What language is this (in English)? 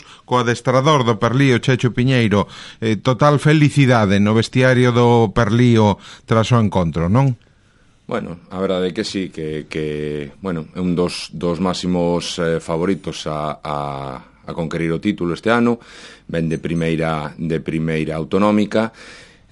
Galician